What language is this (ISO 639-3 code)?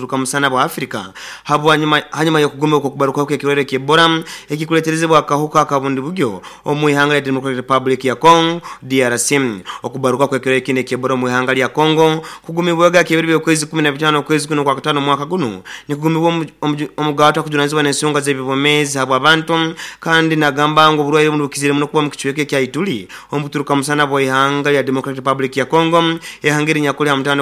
nyo